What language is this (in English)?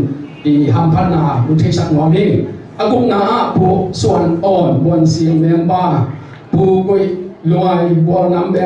Tedim Chin